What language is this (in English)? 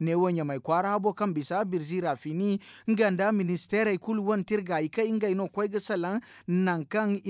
Zarma